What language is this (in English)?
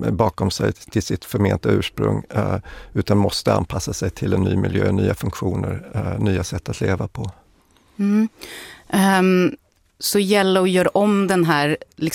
Swedish